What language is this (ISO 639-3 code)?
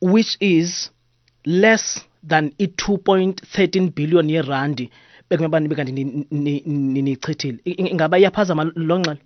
xho